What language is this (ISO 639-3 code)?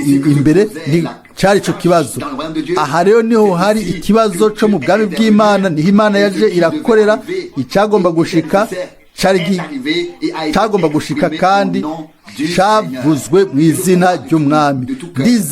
run